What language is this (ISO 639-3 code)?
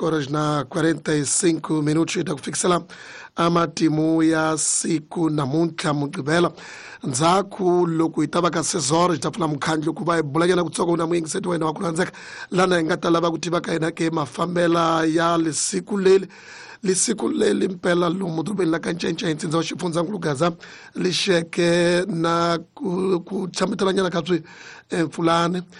tso